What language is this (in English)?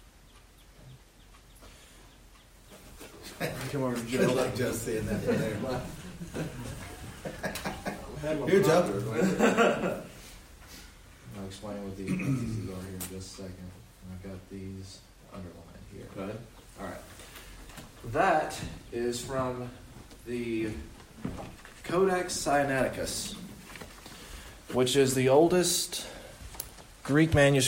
English